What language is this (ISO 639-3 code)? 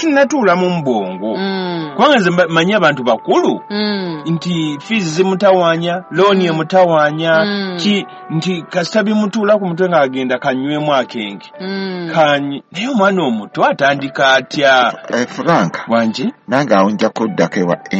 lug